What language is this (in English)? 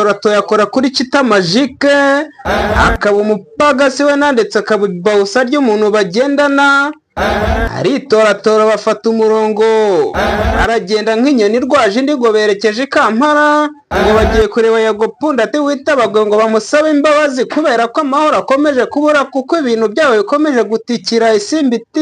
Kinyarwanda